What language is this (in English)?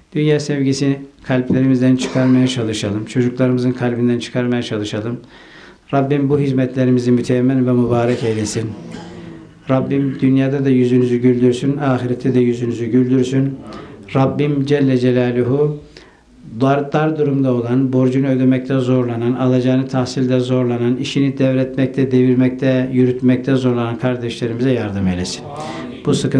Turkish